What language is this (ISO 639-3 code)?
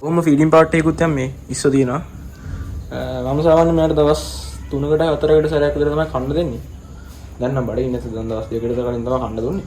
sin